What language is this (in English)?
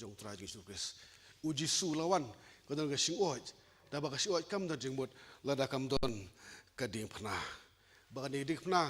Khasi